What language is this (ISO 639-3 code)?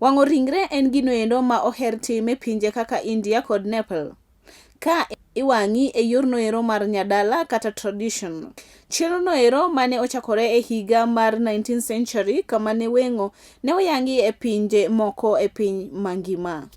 luo